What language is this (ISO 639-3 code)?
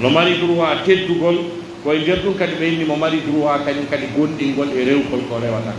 fuf